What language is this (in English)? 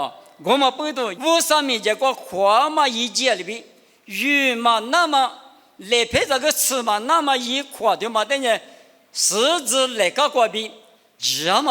Lisu